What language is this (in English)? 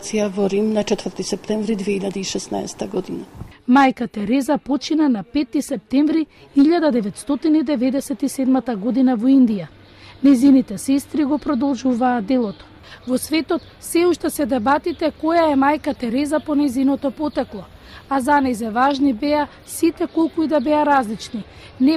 Macedonian